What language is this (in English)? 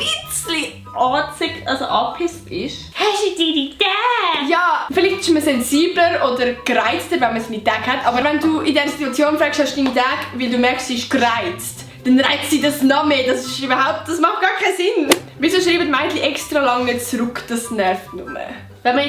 Swiss German